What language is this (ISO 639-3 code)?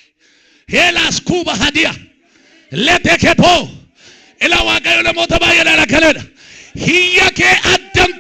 orm